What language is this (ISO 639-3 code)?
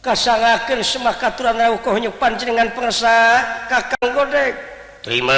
sun